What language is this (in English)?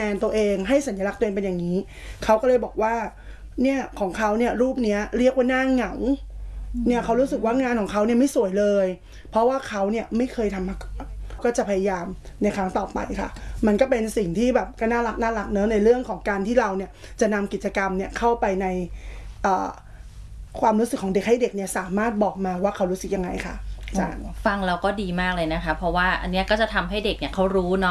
Thai